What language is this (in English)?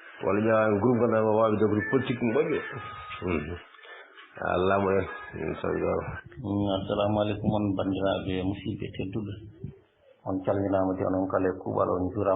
Fula